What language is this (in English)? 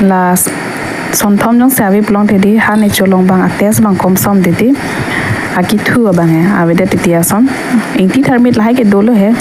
Karbi